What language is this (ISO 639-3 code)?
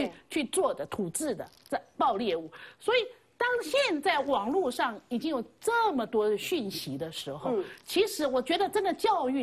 zho